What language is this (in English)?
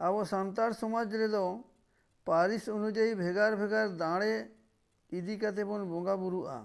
Santali